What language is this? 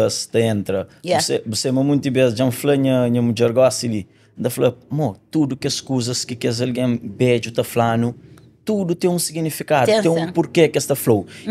Kabuverdianu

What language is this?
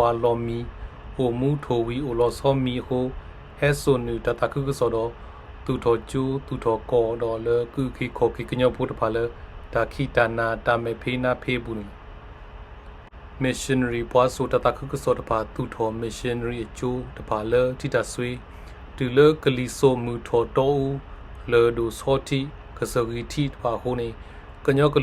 S'gaw Karen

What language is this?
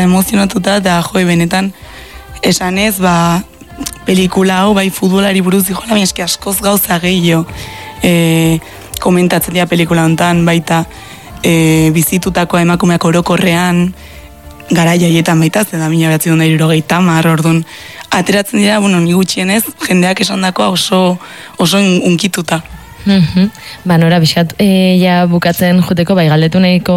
Basque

